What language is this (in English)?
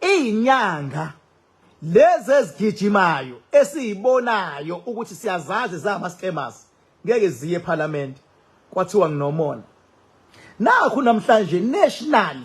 Zulu